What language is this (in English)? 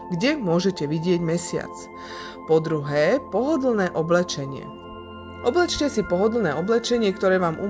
Slovak